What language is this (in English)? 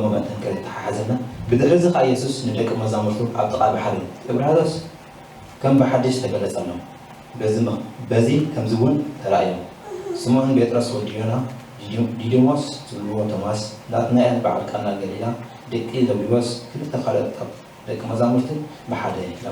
Tigrinya